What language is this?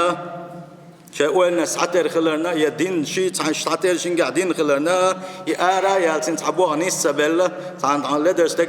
Chechen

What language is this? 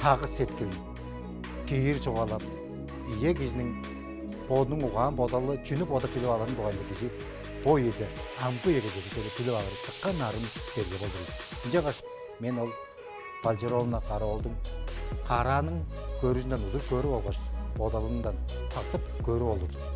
Tuvinian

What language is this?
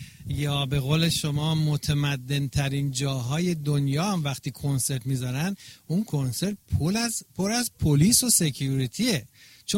Persian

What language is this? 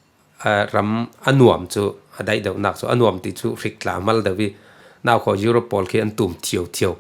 Falam Chin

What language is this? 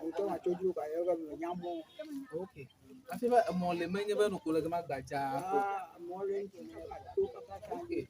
Ewe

